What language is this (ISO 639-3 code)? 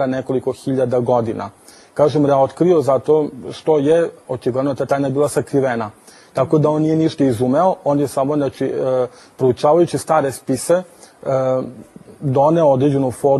srp